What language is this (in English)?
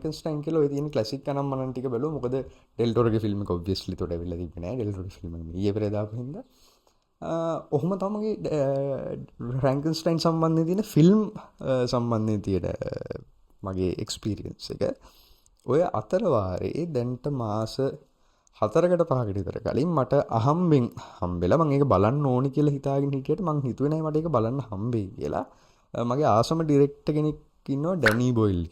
Sinhala